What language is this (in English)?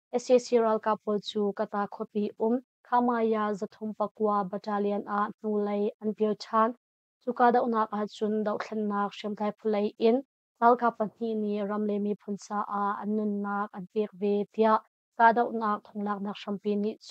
Hakha Chin